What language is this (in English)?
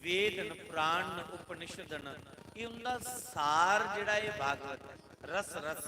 Dogri